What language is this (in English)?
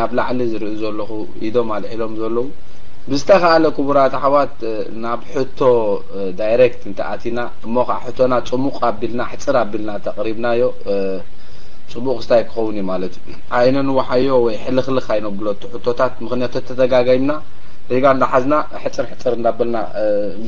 Tigrinya